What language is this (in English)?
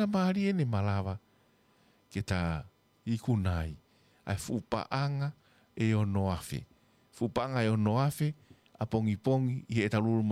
Tongan